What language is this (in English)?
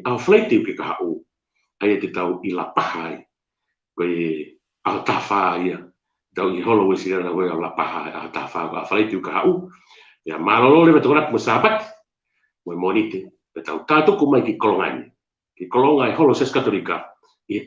Tongan